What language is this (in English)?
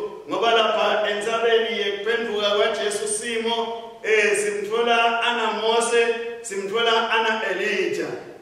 Swati